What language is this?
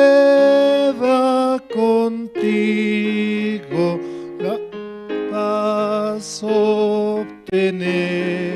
South Bolivian Quechua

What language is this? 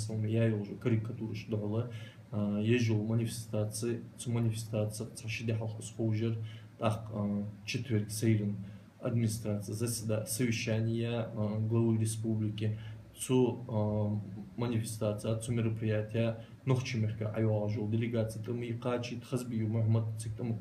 Ingush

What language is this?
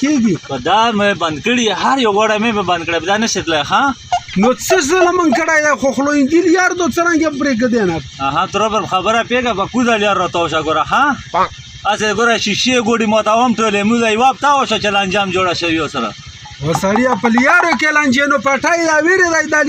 Pashto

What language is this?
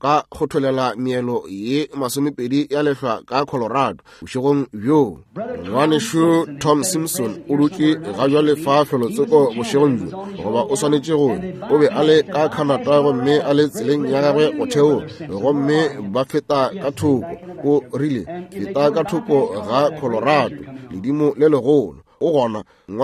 Northern Sotho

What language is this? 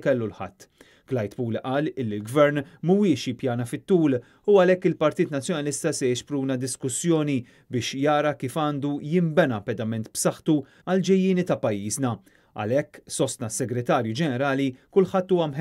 Maltese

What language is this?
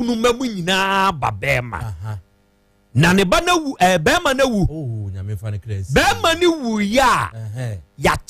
Akan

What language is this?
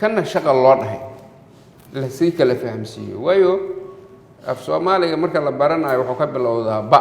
Somali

